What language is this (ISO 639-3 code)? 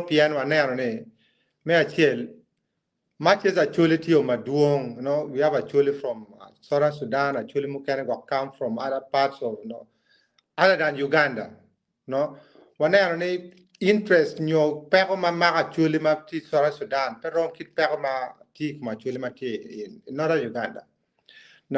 ach